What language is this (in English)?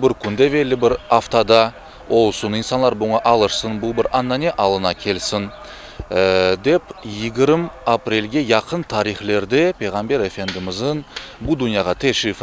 Crimean Tatar